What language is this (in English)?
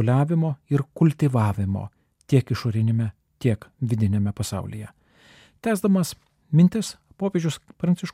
Lithuanian